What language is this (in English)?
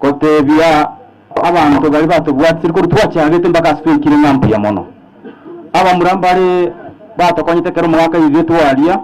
Gusii